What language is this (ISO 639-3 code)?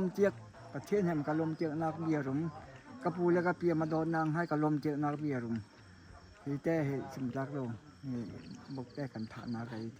cnh